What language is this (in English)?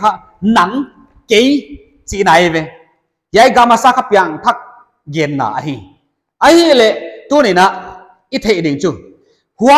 Paite Chin